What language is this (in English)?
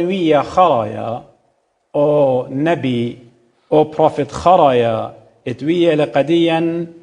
Assyrian Neo-Aramaic